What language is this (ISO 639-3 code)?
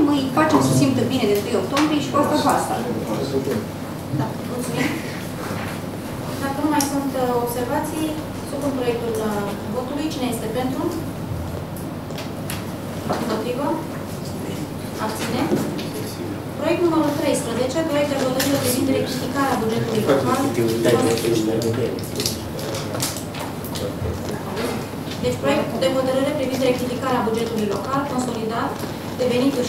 ron